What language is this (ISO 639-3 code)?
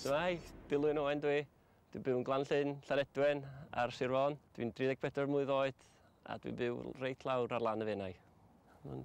cym